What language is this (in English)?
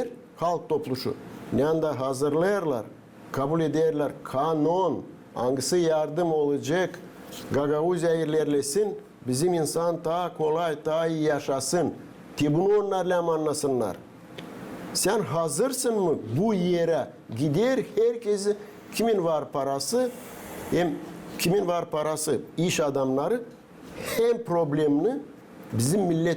Gagauz